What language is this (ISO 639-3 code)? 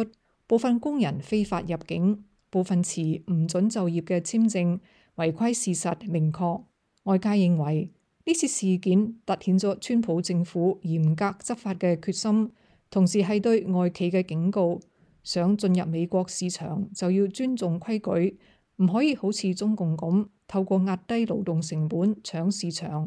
yue